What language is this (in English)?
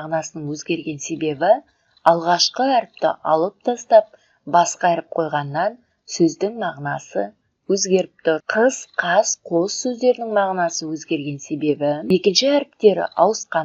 Kazakh